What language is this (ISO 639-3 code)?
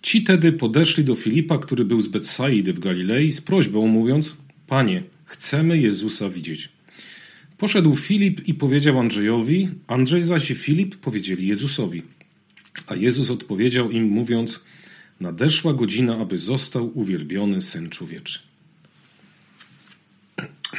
pol